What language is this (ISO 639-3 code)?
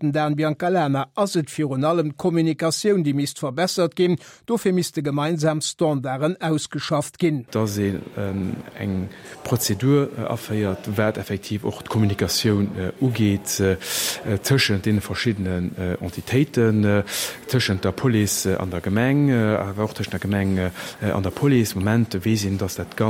ltz